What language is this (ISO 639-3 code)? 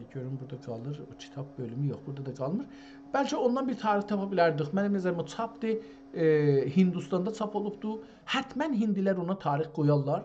azb